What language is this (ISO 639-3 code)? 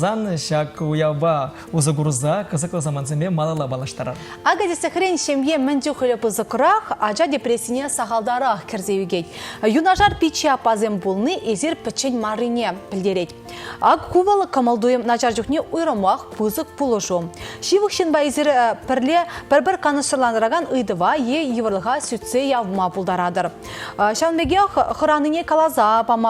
chv